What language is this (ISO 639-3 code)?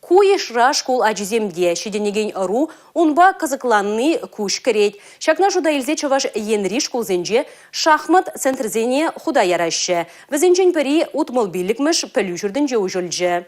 chv